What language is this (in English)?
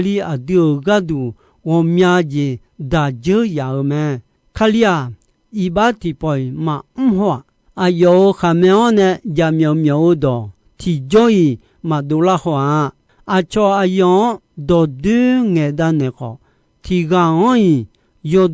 Akha